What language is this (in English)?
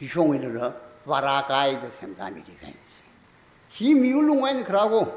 Tangkhul Naga (India)